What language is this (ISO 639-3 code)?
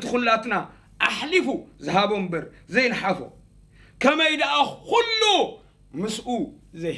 tir